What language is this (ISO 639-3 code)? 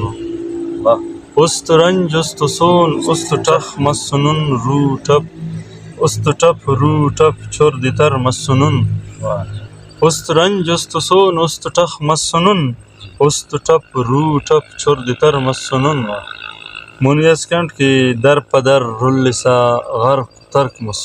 brh